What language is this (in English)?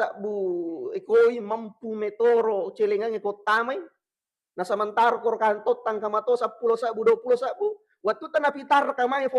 Buginese